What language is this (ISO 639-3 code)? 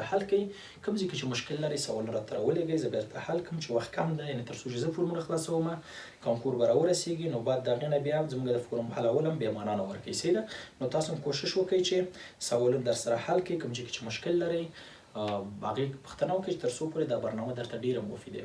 pus